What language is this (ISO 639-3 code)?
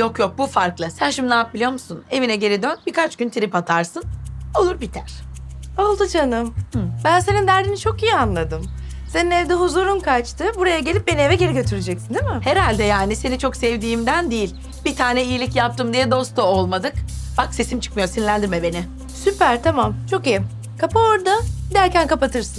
tur